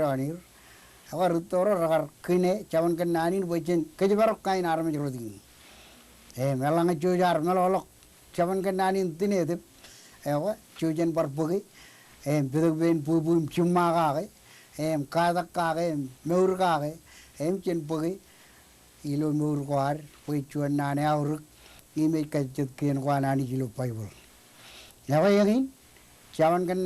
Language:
Marshallese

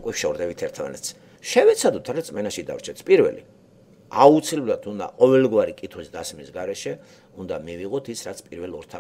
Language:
Georgian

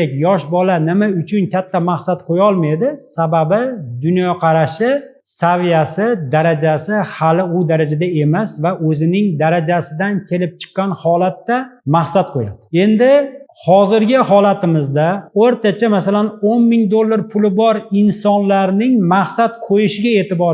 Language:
Uzbek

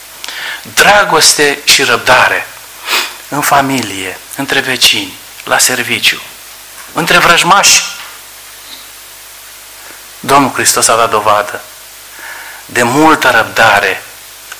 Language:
Romanian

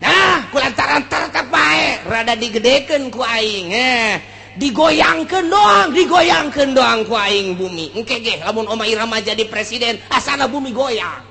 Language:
Sundanese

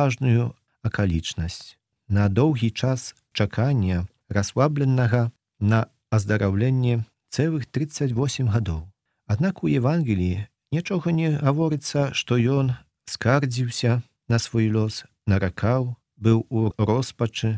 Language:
Belarusian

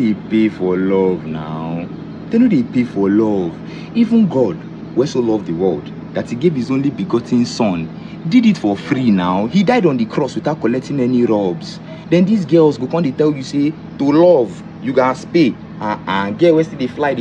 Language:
Nigerian Pidgin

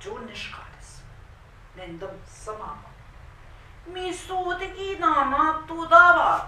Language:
Central Ojibwa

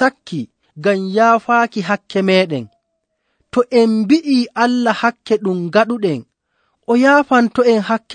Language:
Nigerian Fulfulde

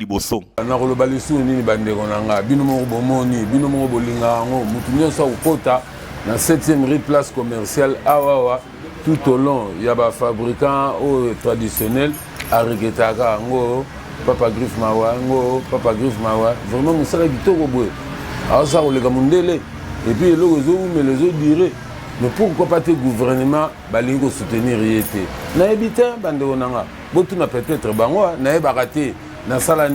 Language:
Lingala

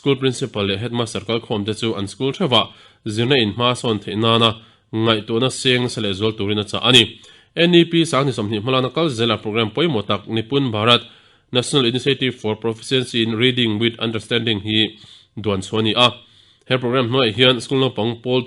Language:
Mizo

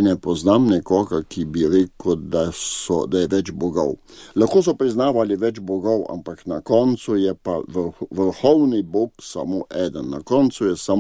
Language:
Slovenian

